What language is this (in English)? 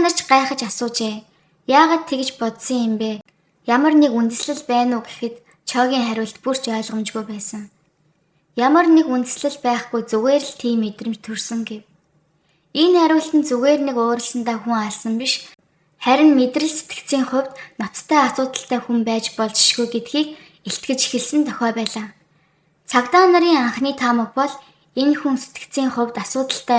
Mongolian